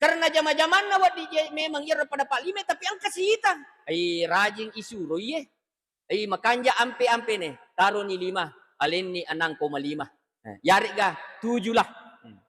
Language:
Buginese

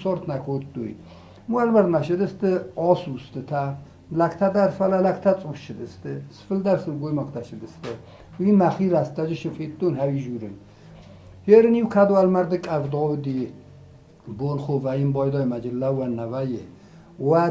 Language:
Ossetic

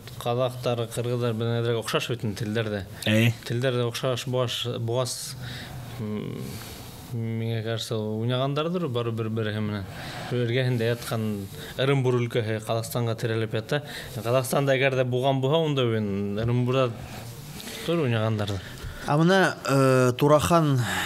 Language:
Bashkir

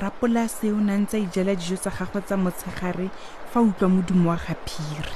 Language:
Tswana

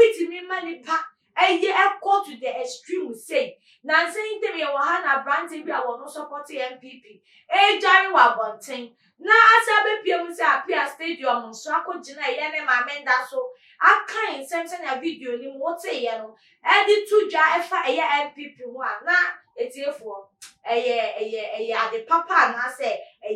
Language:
Akan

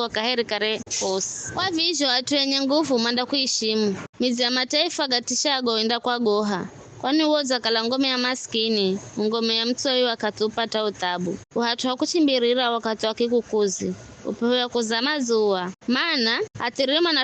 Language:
Giryama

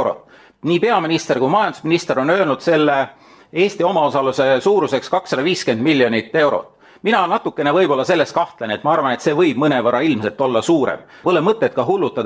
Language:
Estonian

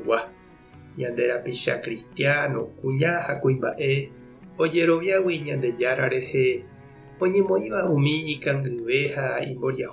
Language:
Guarani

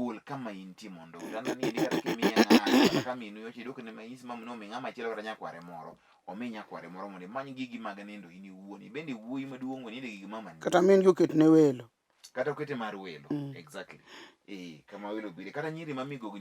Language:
Luo (Kenya and Tanzania)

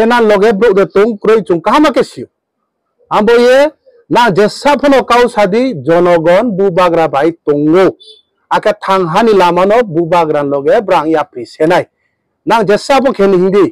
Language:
Kok Borok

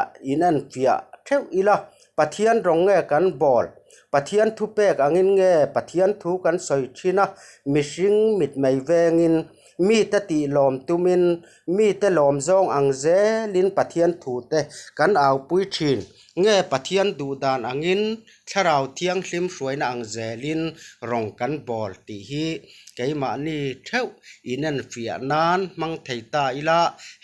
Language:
Mizo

